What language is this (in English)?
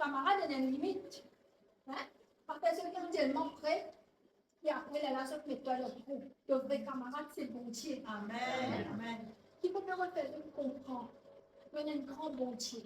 Morisyen